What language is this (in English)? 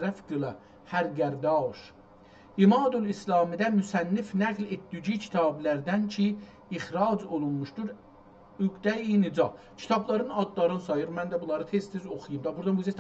South Azerbaijani